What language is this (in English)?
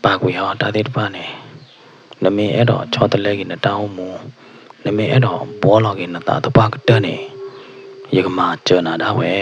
S'gaw Karen